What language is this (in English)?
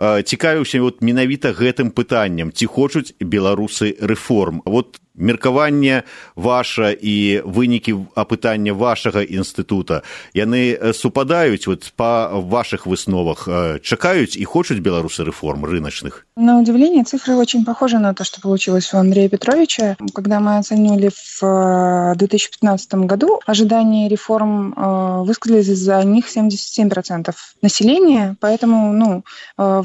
Belarusian